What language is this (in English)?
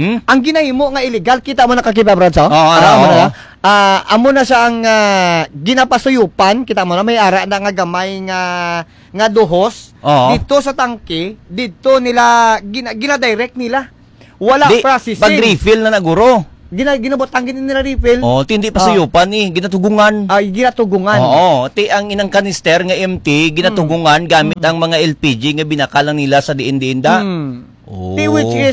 Hiligaynon